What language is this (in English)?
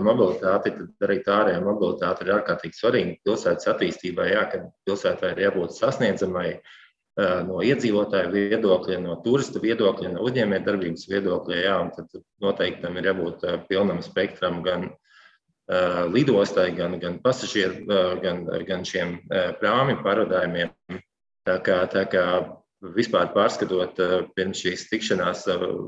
Latvian